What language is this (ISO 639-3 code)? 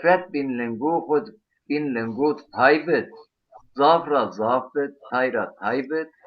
zza